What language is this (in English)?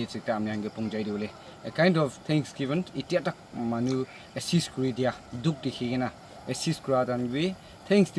Naga Pidgin